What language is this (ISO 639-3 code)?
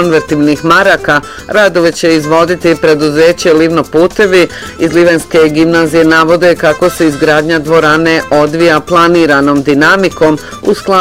bos